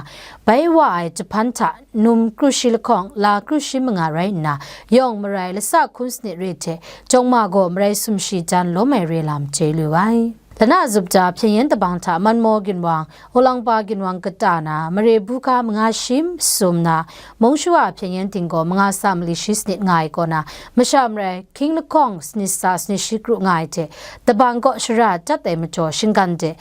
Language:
Kachin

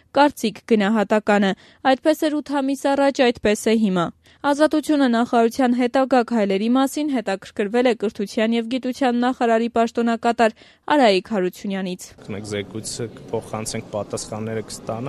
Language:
Armenian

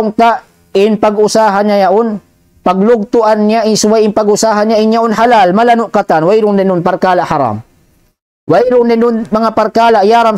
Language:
Tausug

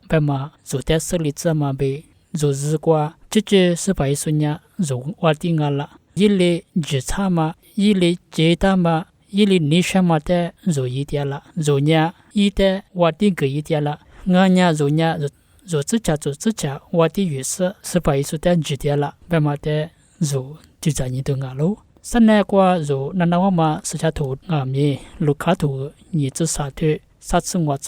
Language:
Lisu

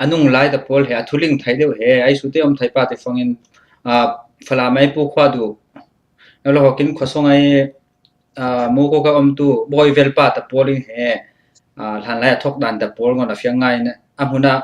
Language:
Falam Chin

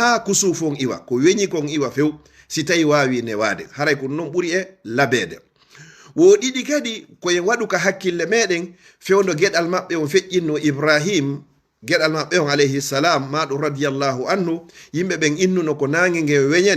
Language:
Fula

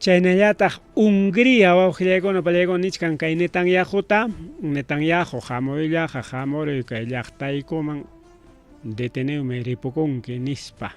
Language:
Ayacucho Quechua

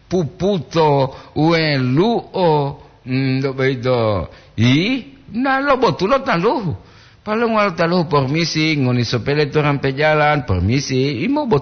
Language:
Gorontalo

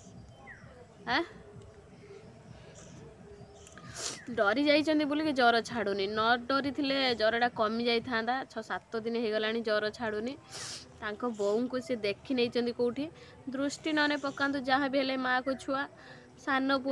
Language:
Odia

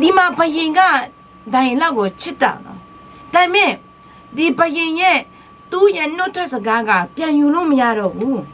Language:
Akha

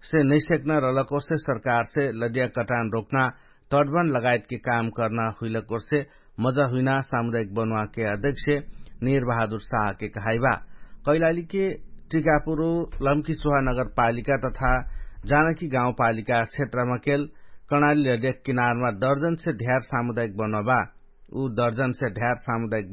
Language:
Dangaura Tharu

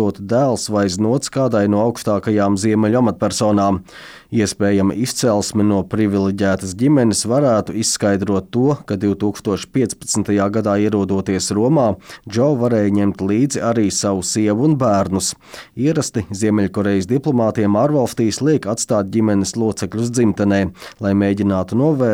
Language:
Latvian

